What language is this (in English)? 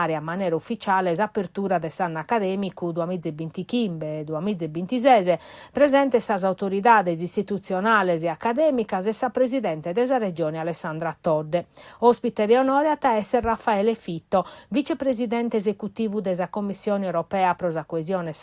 Sardinian